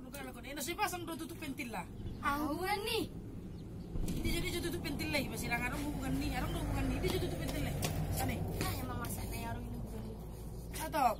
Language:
Batak Toba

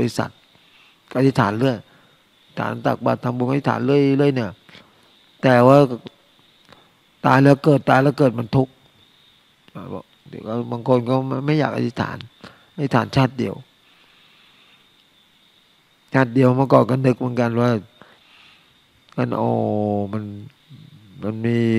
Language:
Thai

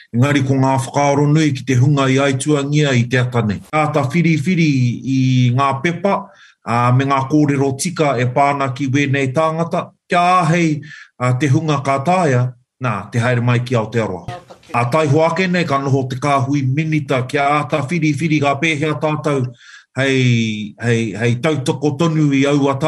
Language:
Māori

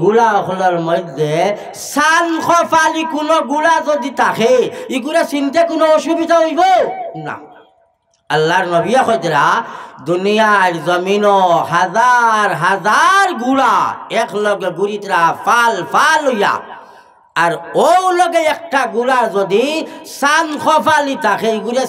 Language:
Sylheti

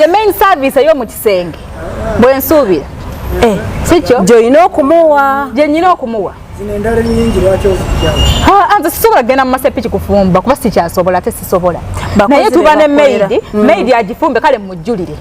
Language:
Ganda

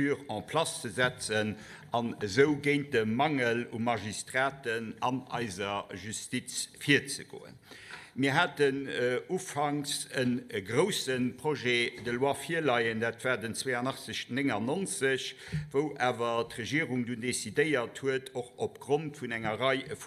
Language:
Luxembourgish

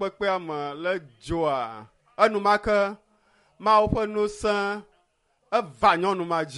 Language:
Ewe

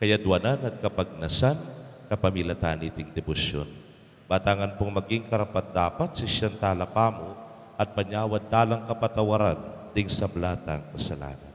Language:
Pampanga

